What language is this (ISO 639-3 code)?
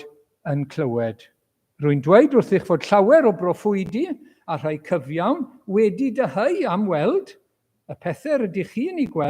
cym